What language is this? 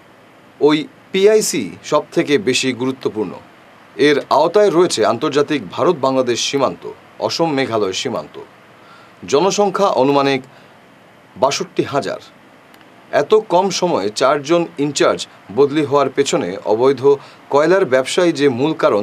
Bangla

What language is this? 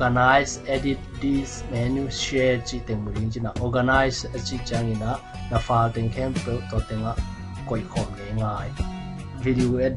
Tedim Chin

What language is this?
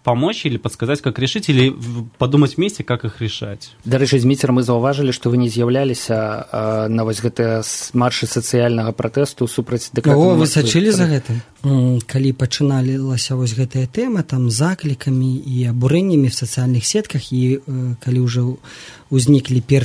Belarusian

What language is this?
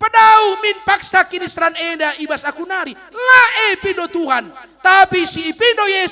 Batak Karo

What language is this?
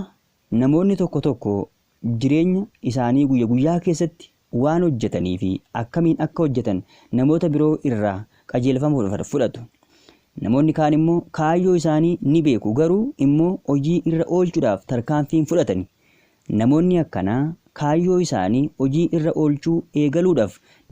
Oromo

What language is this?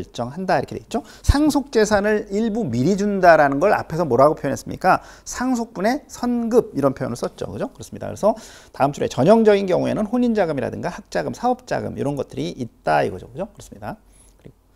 Korean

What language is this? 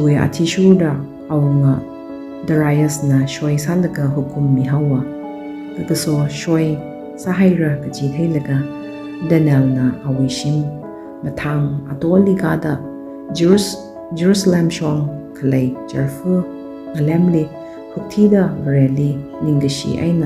Tangkhul Naga (India)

